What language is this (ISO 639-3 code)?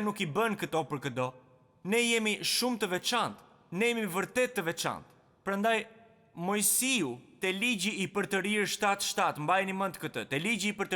sqi